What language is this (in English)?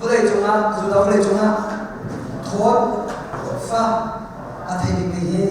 Hakha Chin